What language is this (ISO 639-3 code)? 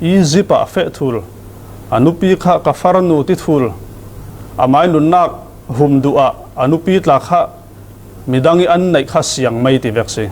cfm